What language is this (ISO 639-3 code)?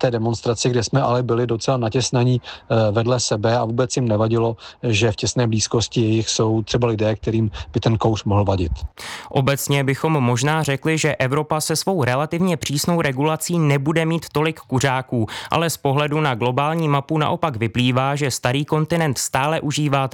ces